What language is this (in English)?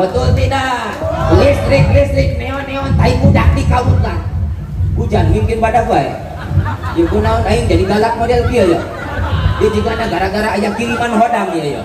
Sundanese